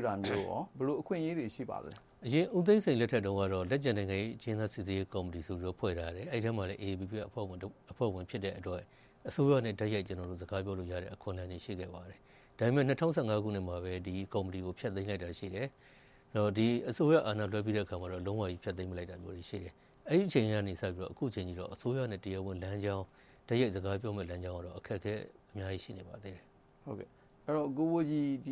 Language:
Burmese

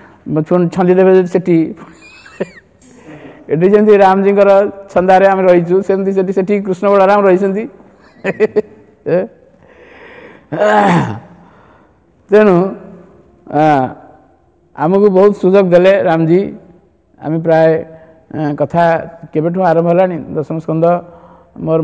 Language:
Odia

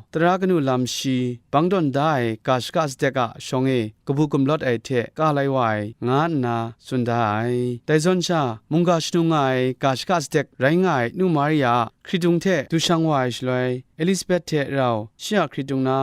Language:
Kachin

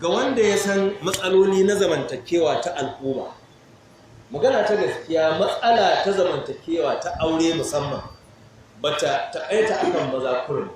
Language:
Hausa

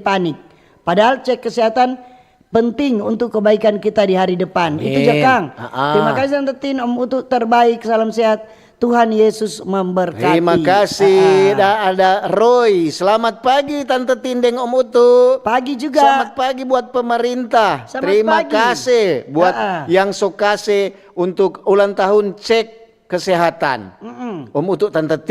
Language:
Manado Malay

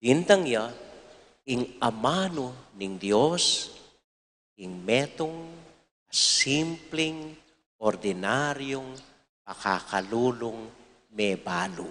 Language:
Pampanga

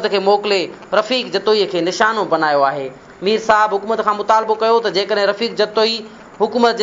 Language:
Sindhi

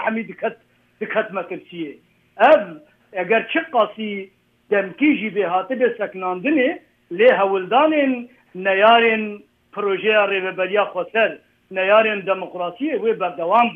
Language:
Kurdish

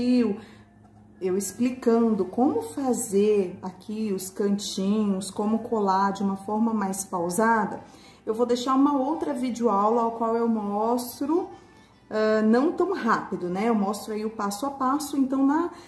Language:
Portuguese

